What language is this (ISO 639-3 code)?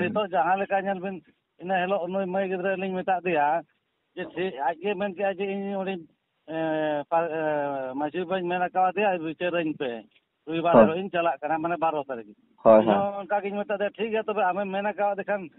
sat